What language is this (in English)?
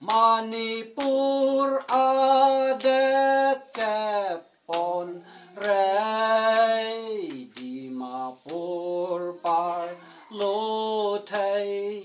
Karbi